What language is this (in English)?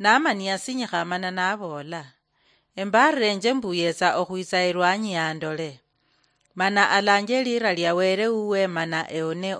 Luyia